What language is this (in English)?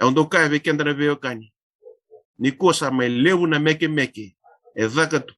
Fijian